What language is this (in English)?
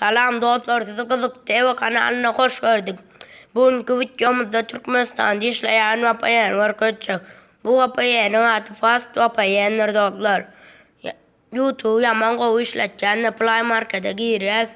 Turkmen